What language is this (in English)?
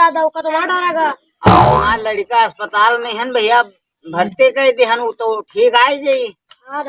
Awadhi